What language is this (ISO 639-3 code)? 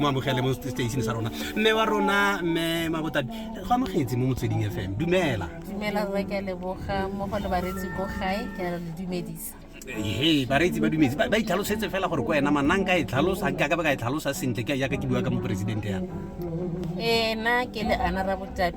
tsn